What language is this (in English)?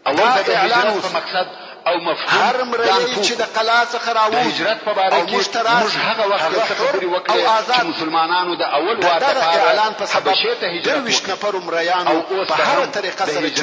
Pashto